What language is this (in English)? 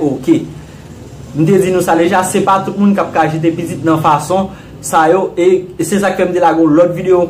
Haitian Creole